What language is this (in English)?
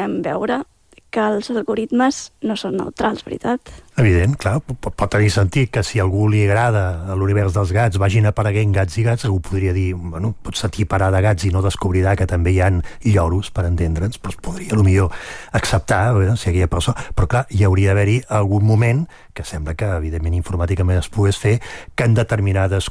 Catalan